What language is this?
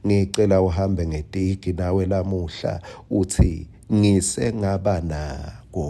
Swati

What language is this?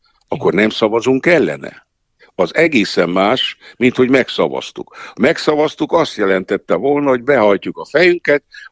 Hungarian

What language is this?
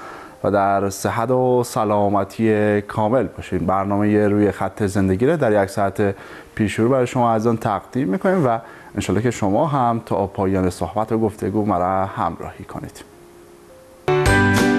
Persian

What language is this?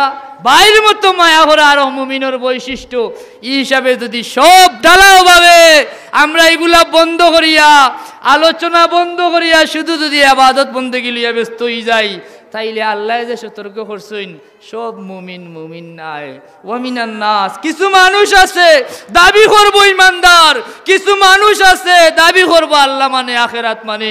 Sylheti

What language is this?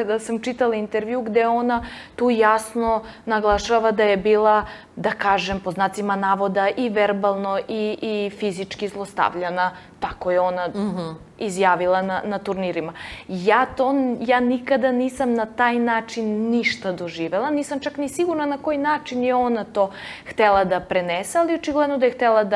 Serbian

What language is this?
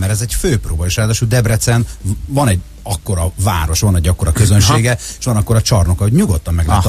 Hungarian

